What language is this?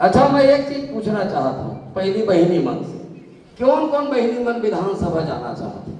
Chhattisgarhi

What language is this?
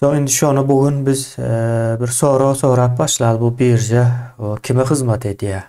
Turkmen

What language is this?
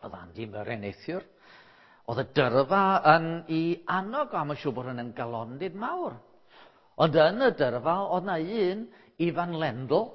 Welsh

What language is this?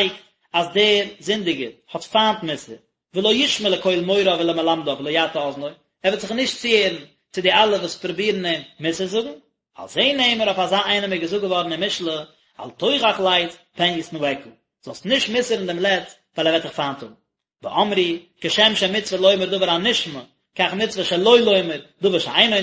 Yiddish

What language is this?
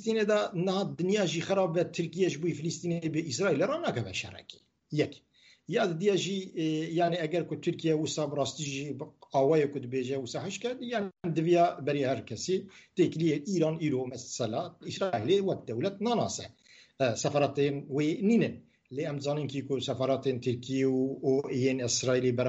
Kurdish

